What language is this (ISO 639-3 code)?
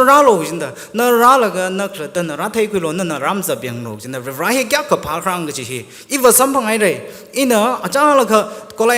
nmf